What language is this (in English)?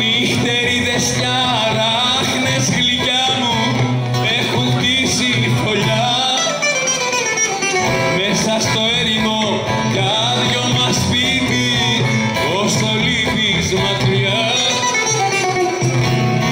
Greek